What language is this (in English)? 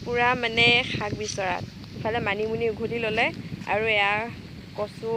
Assamese